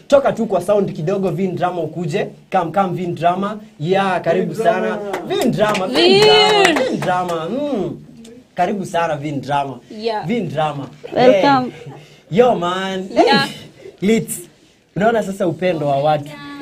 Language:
Swahili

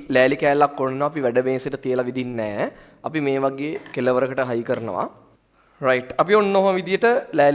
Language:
Sinhala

